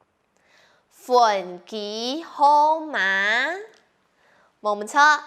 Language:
Hakka Chinese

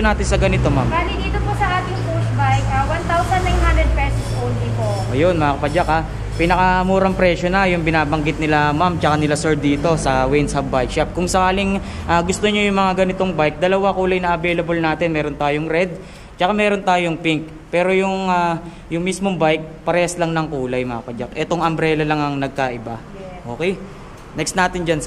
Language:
Filipino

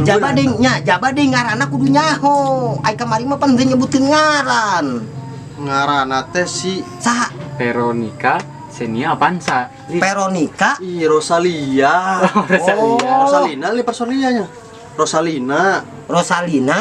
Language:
Sundanese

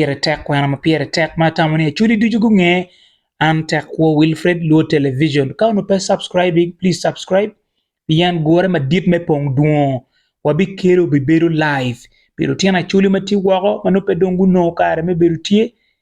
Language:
Acoli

